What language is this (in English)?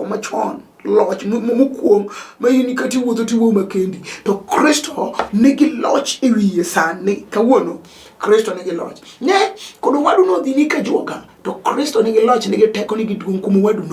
Luo (Kenya and Tanzania)